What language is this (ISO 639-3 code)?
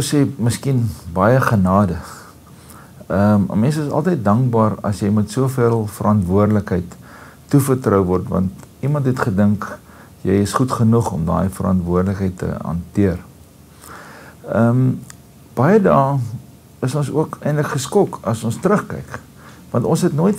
afr